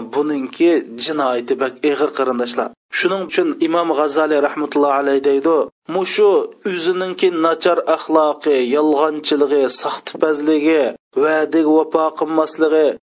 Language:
Uyghur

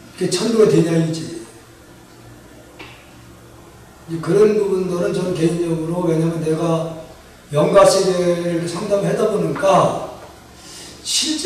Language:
Korean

